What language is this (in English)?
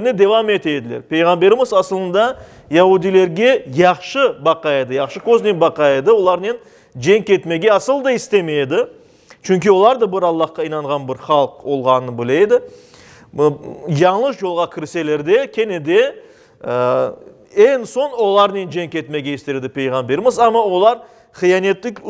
Crimean Tatar